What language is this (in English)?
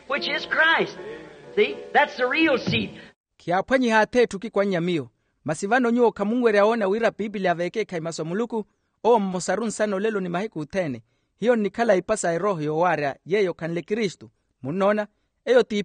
Makhuwa